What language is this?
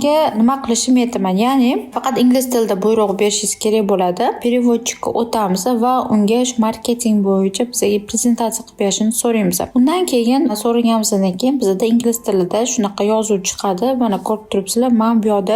Uzbek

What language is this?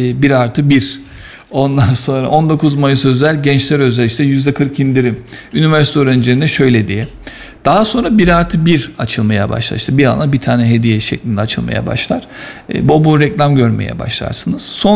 Turkish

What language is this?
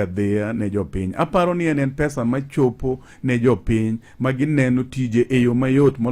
Luo (Kenya and Tanzania)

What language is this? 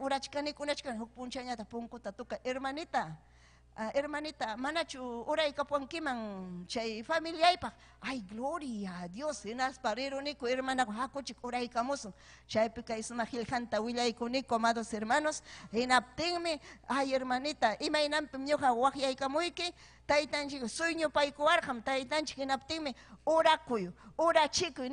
Ayacucho Quechua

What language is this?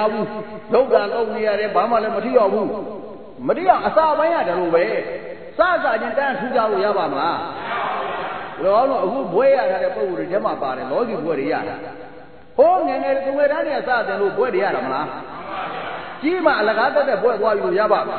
Burmese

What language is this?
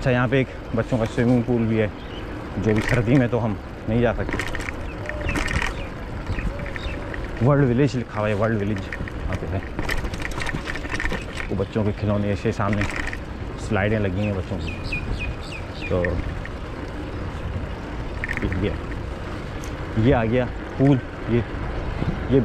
Hindi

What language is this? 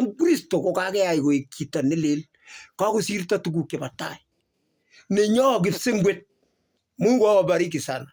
Kalenjin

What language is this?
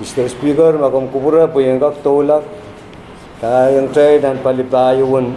Pohnpeian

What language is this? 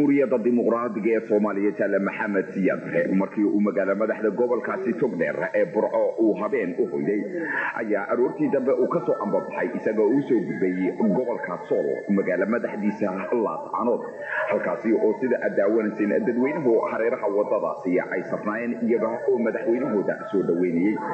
Somali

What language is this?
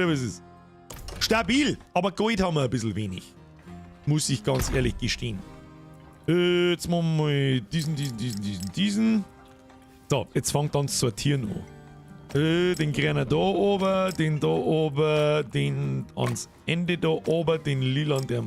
Bavarian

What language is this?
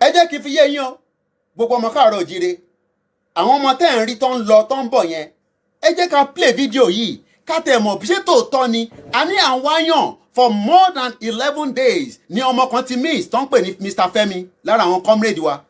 Yoruba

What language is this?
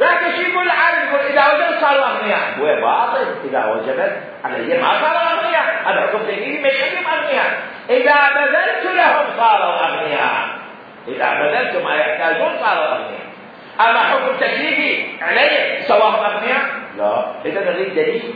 Mesopotamian Arabic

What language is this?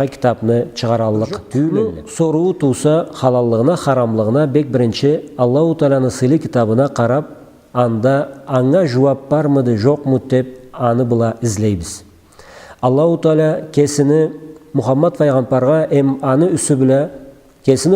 Karachay-Balkar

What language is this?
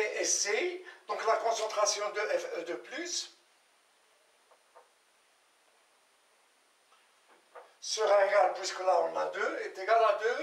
French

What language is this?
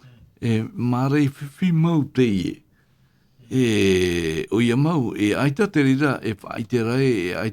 Tahitian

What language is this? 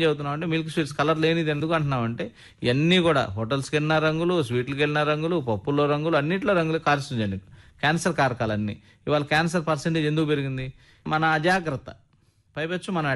Telugu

